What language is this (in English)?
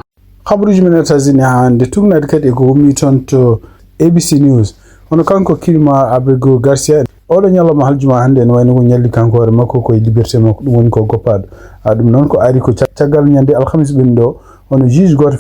Fula